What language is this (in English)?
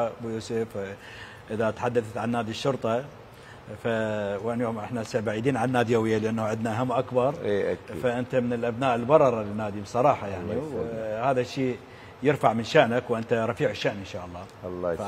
Mesopotamian Arabic